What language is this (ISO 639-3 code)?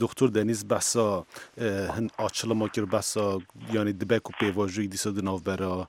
kur